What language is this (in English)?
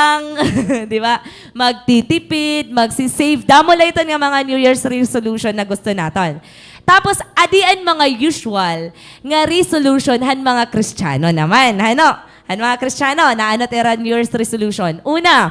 Waray